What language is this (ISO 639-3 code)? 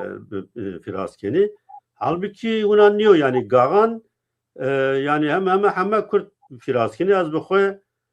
zza